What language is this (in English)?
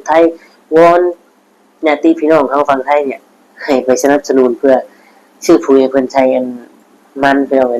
Northeastern Thai